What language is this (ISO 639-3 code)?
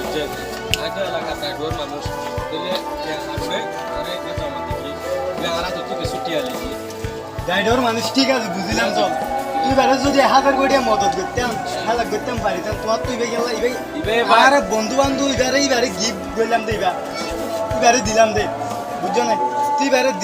rhg